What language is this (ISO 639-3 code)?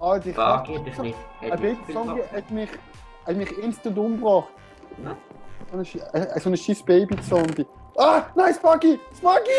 gsw